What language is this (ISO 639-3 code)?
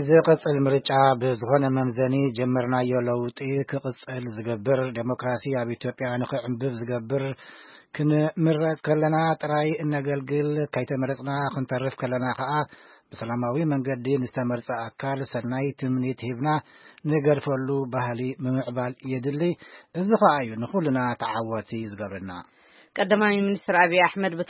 tir